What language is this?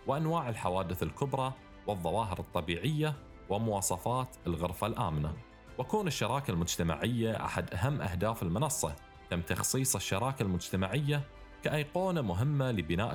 Arabic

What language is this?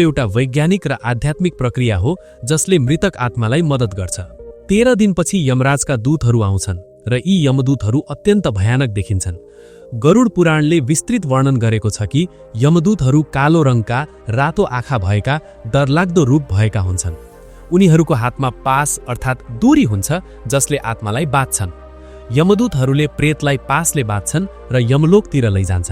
Nepali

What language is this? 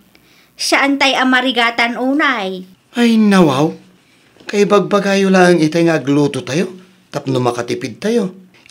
Iloko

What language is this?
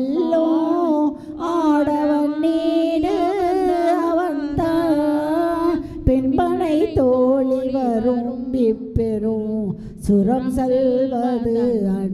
Tamil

